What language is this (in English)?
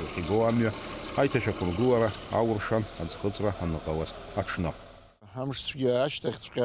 Abkhazian